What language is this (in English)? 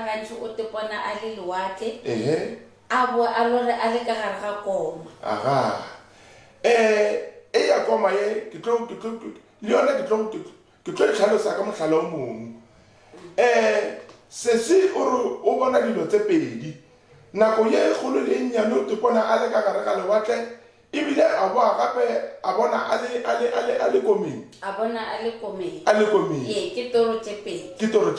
Northern Sotho